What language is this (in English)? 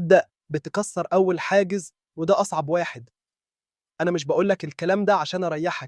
Egyptian Arabic